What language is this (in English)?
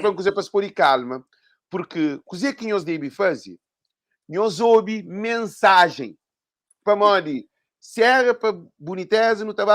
Kabuverdianu